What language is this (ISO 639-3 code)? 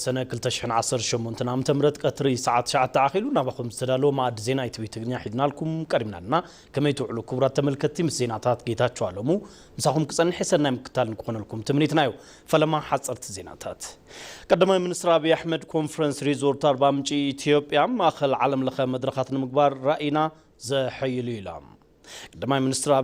tir